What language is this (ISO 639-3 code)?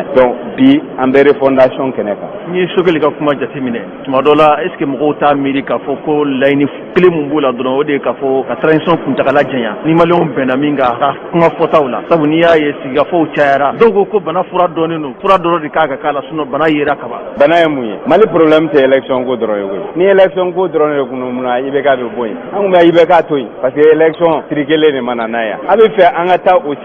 bam